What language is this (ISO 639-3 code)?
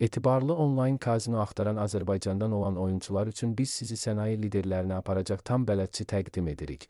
aze